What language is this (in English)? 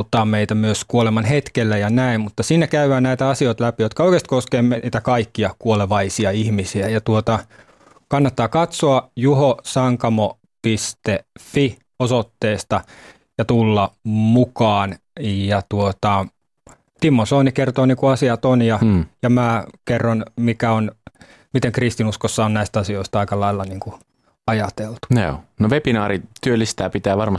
Finnish